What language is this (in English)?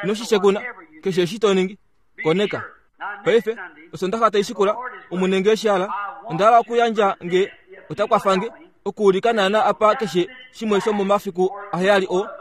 Kuanyama